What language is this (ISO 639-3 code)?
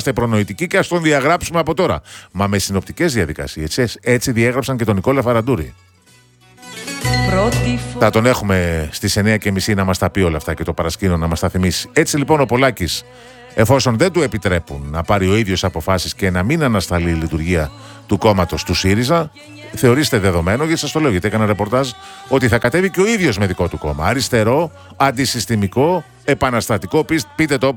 ell